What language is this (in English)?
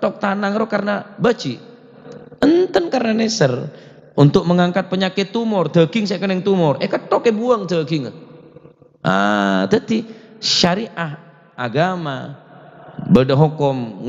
Madurese